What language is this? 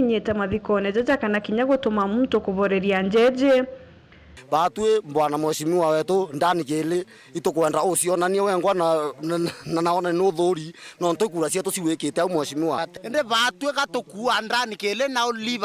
Meru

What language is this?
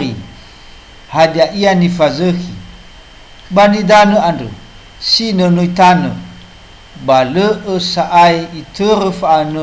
Nias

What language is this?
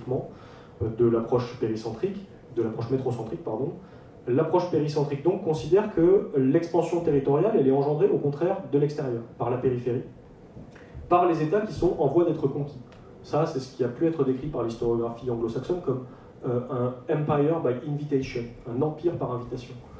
French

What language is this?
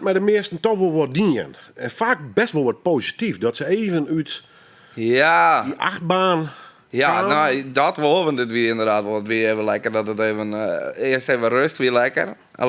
Western Frisian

